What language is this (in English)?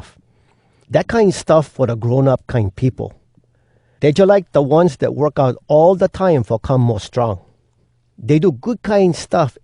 Hawai'i Creole English